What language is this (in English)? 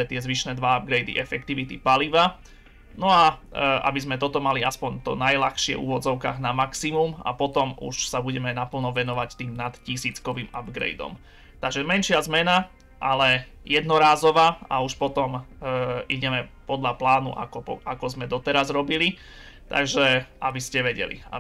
Slovak